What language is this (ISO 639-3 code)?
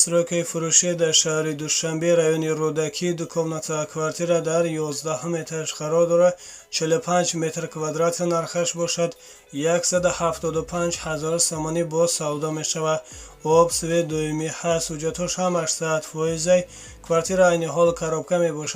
tgk